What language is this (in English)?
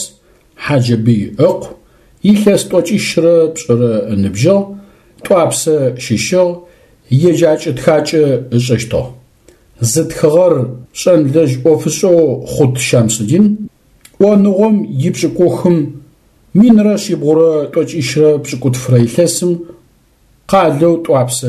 Adyghe